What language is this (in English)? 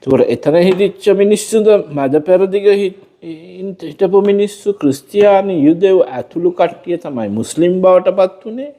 Sinhala